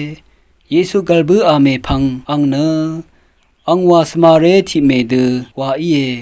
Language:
Rawang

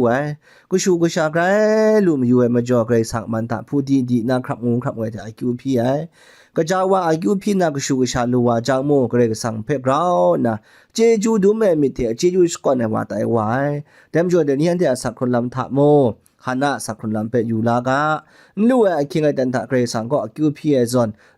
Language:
Kachin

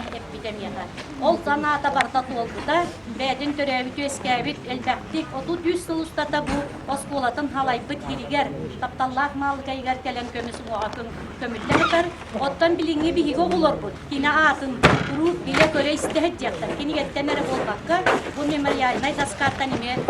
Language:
Yakut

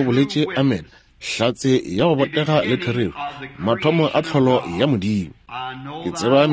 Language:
Northern Sotho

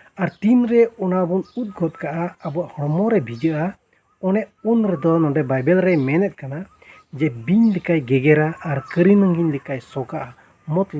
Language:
Santali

